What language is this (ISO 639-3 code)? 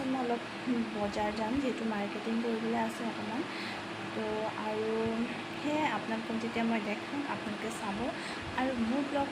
asm